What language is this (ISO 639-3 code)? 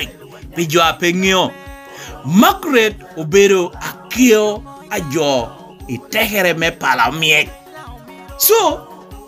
laj